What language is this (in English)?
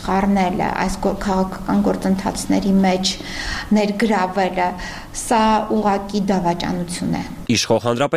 Armenian